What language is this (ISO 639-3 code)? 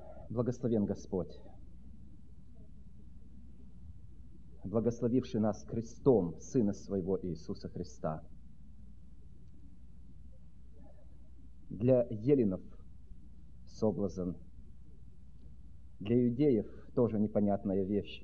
rus